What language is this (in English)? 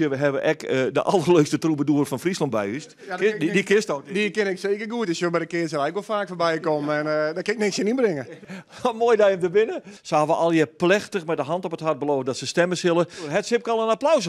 Western Frisian